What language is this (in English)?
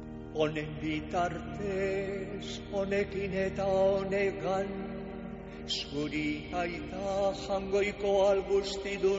Basque